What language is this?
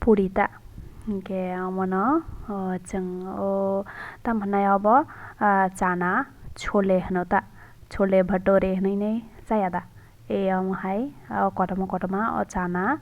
Kok Borok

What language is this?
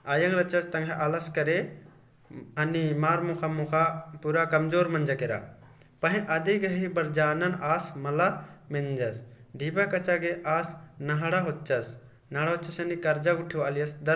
Kurukh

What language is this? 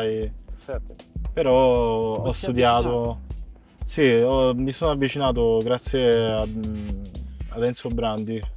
Italian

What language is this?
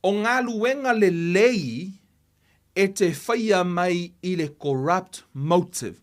Samoan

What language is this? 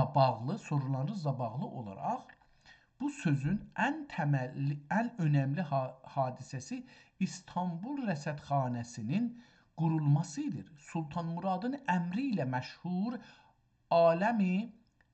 South Azerbaijani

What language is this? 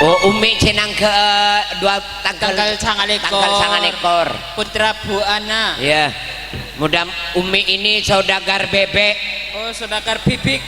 Madurese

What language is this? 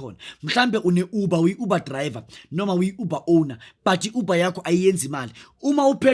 Zulu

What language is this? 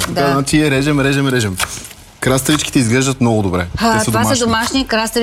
Bulgarian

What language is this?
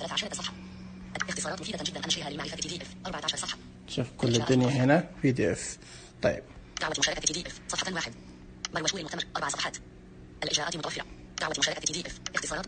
Najdi Arabic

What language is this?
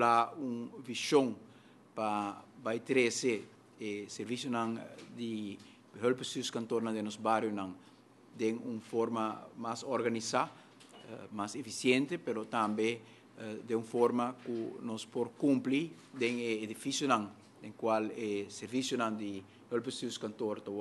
Papiamento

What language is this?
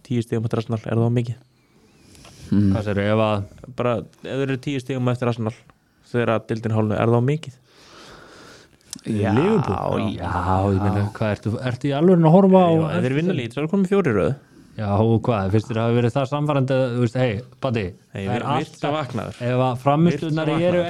Icelandic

